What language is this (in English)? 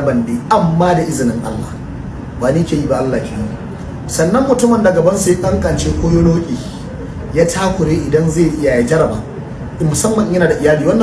Hausa